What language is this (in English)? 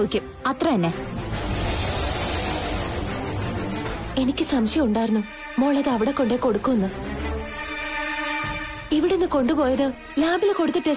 Malayalam